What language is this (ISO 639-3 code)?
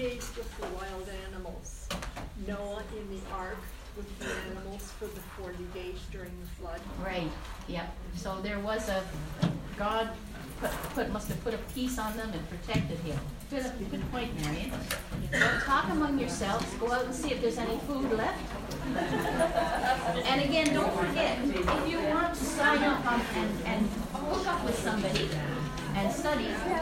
eng